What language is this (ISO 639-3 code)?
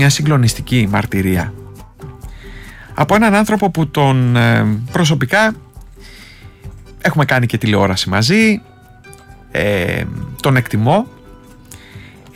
ell